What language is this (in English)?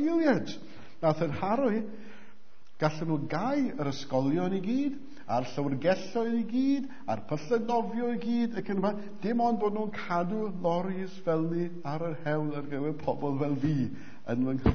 Welsh